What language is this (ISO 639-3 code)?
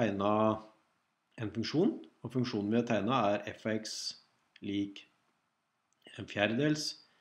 nor